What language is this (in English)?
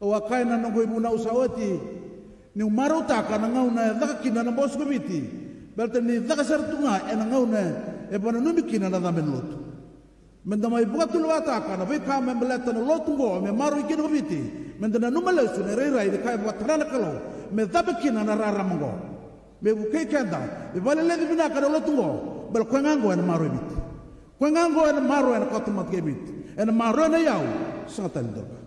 Fijian